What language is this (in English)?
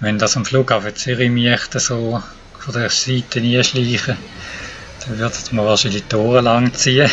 Swiss German